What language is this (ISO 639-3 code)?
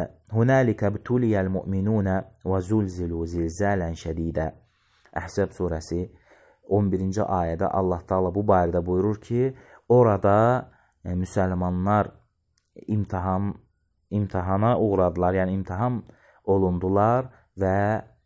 aze